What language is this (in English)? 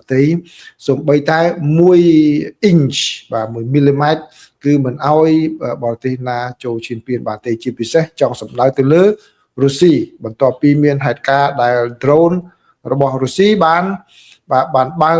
Khmer